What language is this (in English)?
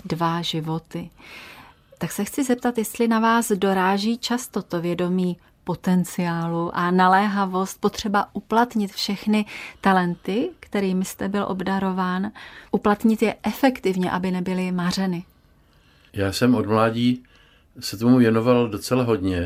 Czech